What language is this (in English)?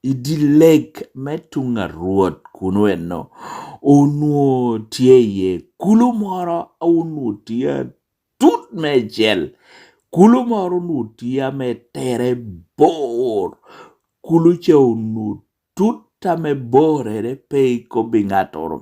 Lango (Uganda)